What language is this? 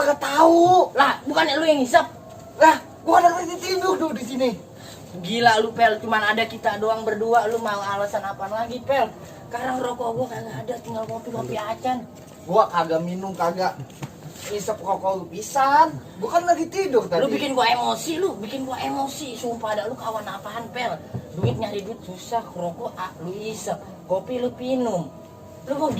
Betawi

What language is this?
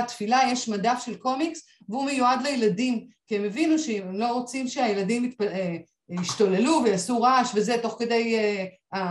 Hebrew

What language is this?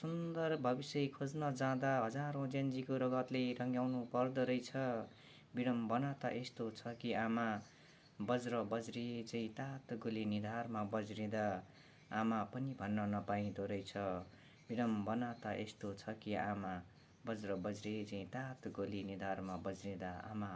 Nepali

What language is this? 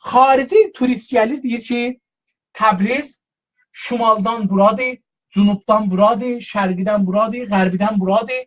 South Azerbaijani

